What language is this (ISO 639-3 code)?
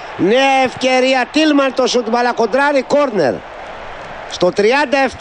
ell